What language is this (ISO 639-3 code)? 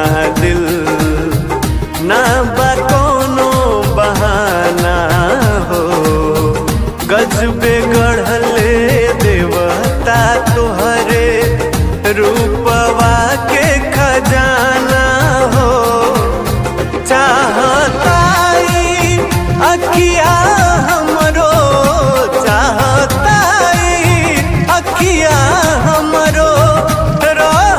bho